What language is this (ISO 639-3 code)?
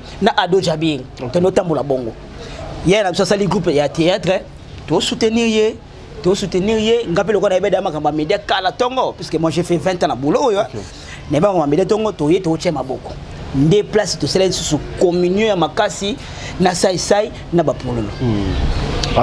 lin